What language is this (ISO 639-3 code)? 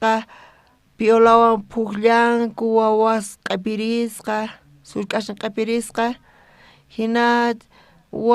quh